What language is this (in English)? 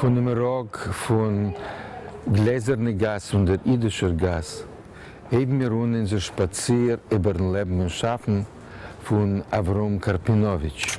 Yiddish